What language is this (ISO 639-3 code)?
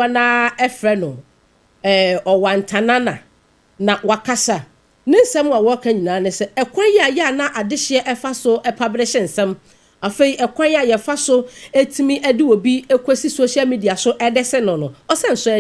aka